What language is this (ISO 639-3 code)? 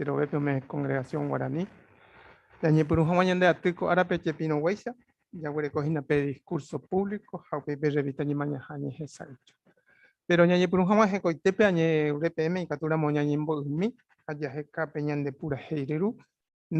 grn